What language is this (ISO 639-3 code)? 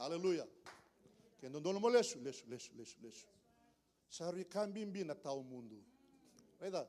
fij